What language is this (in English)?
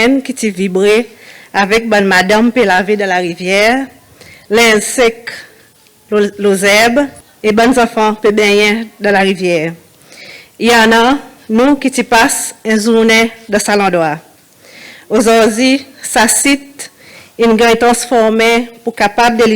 Seselwa Creole French